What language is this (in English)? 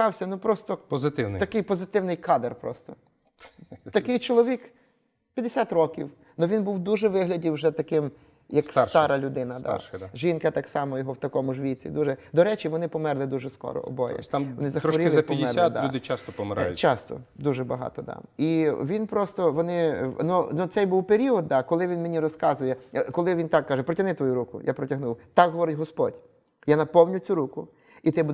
Ukrainian